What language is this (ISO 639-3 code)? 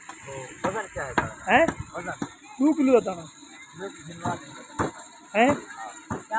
skr